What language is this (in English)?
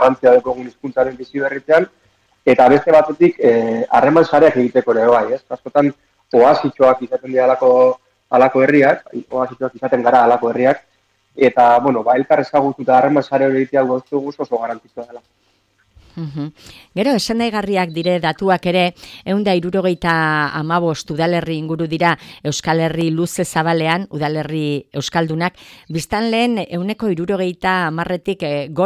Basque